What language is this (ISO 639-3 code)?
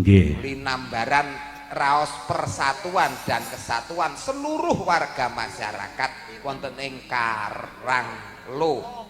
jav